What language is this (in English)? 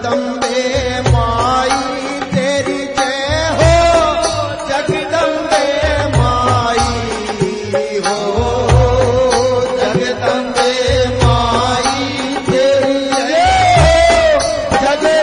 Bhojpuri